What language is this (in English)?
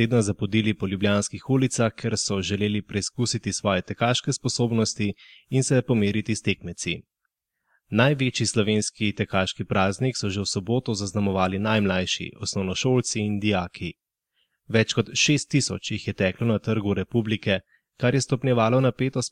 Slovenian